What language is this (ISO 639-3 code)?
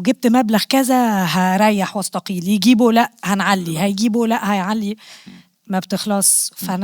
arz